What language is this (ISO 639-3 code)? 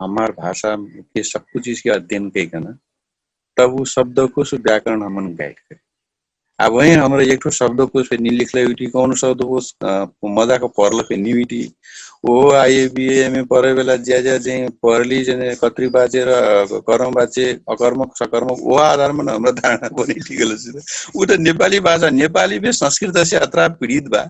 thl